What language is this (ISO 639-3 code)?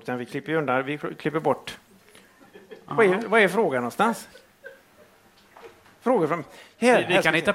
swe